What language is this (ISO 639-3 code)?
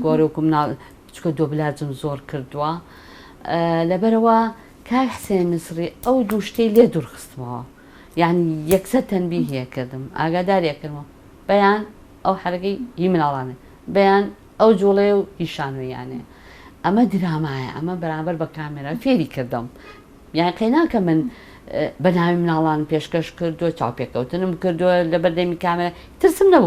ckb